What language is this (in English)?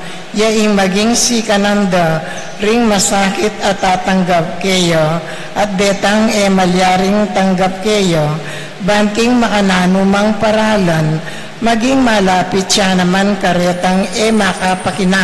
Pampanga